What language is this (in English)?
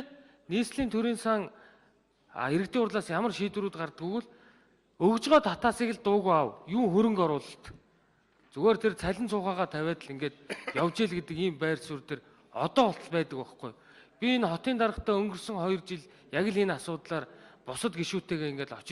Mongolian